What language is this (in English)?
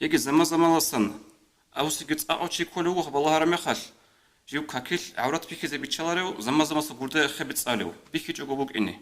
Avaric